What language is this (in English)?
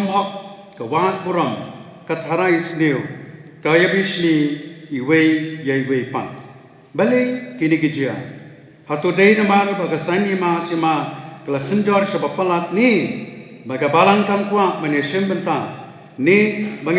Khasi